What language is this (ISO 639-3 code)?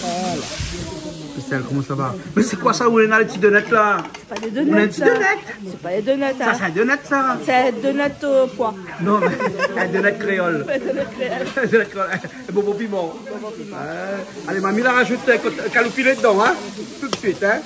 rcf